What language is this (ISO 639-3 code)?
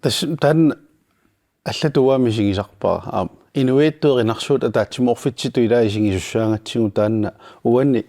kal